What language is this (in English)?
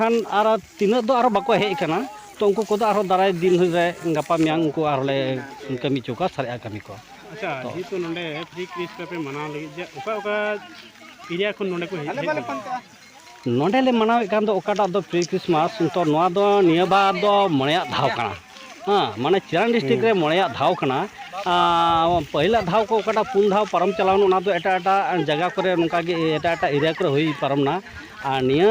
Santali